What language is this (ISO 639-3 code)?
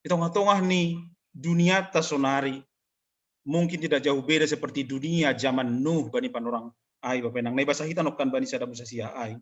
bts